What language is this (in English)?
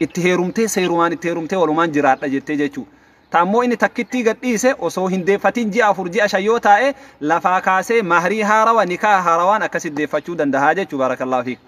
Oromo